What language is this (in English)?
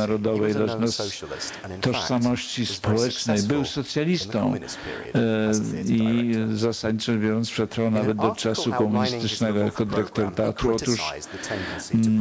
Polish